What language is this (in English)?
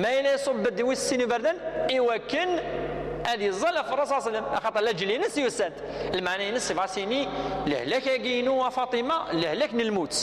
Kabyle